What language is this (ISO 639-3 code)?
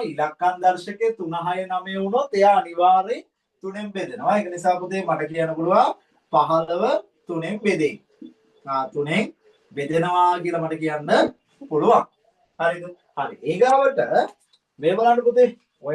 sin